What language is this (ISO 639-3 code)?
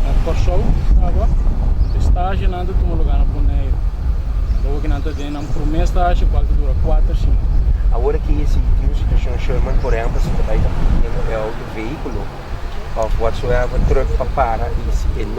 pap